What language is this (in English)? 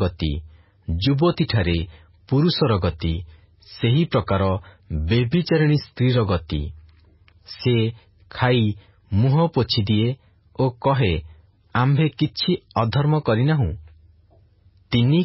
Odia